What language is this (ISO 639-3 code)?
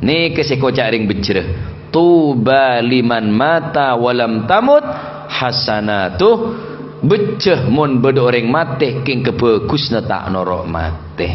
mad